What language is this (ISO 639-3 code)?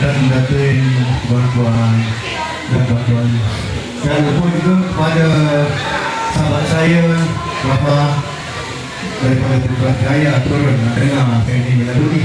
msa